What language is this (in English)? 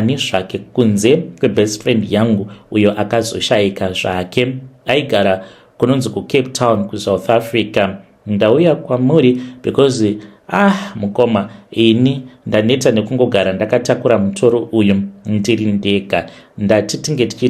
Shona